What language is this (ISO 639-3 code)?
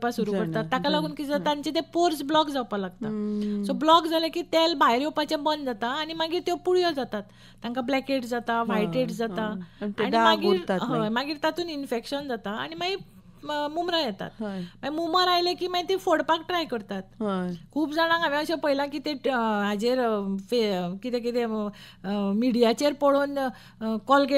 kok